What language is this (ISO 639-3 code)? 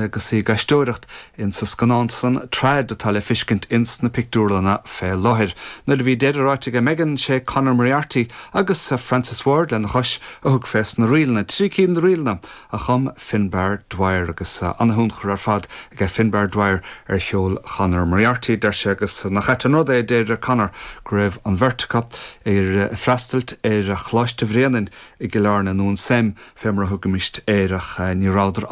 gle